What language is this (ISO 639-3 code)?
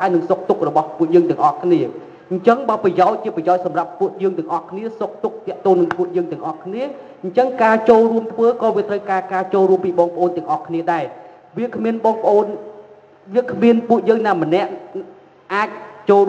khm